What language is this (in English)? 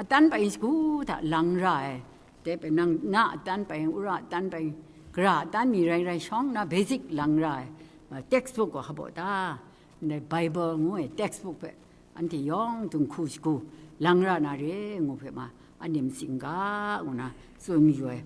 Kachin